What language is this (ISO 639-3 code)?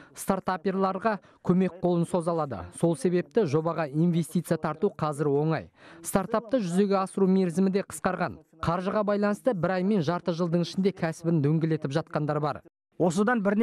kaz